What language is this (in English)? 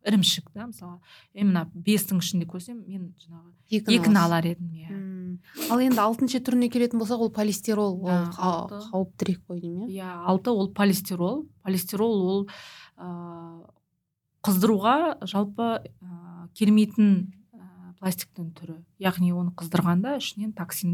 Kazakh